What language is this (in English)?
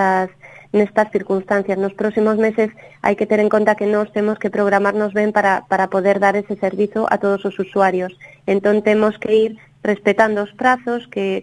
Galician